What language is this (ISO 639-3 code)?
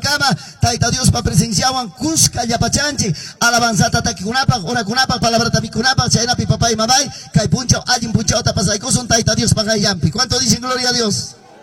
quy